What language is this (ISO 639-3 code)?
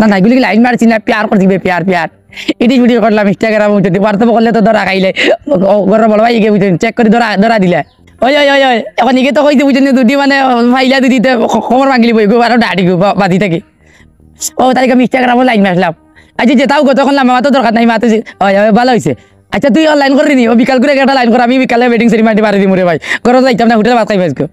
syl